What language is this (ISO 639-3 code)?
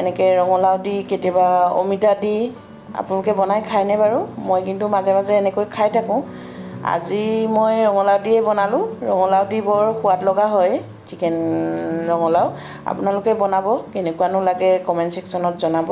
asm